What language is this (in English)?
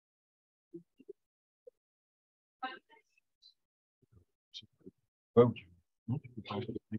French